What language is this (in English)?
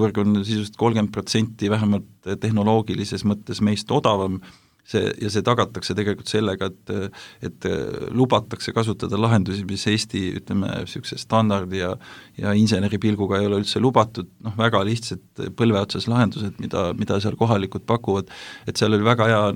Estonian